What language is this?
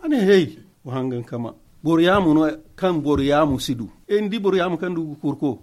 Zarma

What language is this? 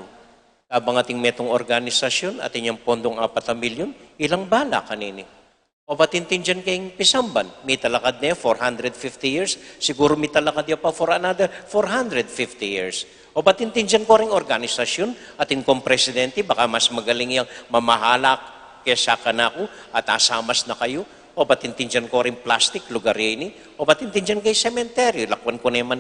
Pampanga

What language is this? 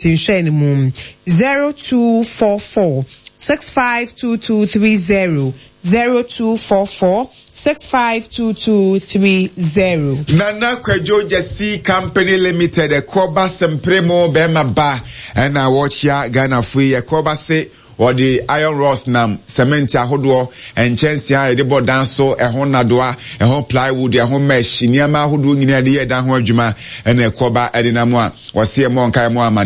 Akan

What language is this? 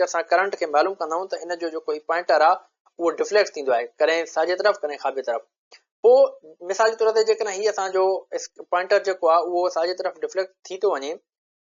Sindhi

